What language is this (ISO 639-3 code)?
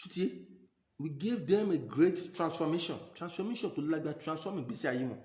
yor